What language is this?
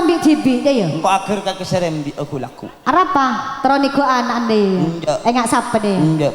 Madurese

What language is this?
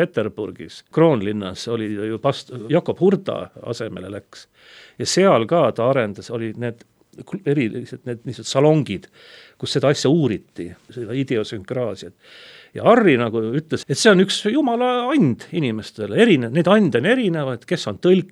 Estonian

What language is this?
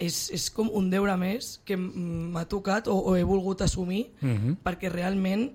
Catalan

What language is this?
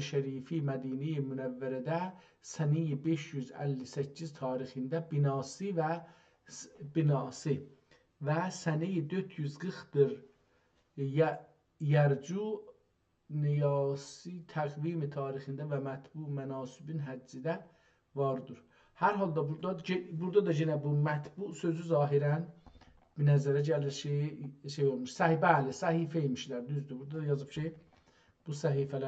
South Azerbaijani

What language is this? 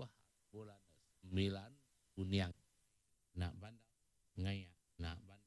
Iban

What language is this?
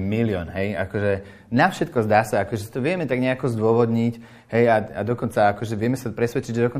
Slovak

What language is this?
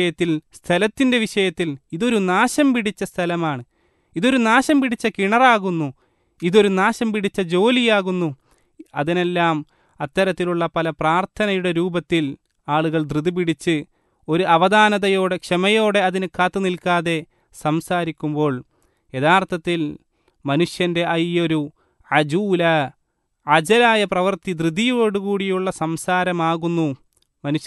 Malayalam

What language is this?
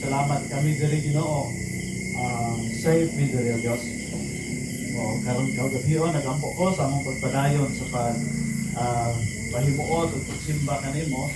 Cebuano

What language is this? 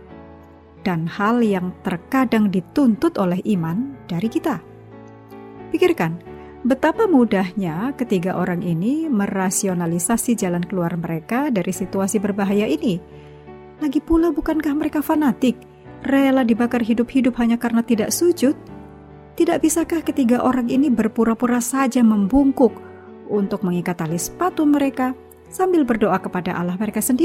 Indonesian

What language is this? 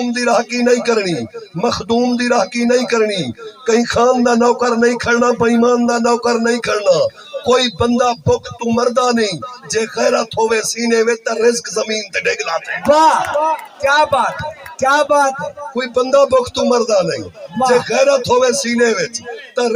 Saraiki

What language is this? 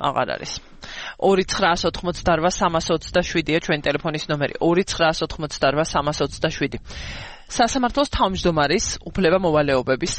Georgian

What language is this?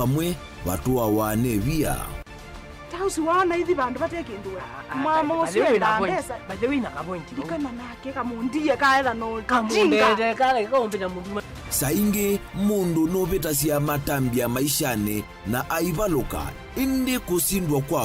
Kamba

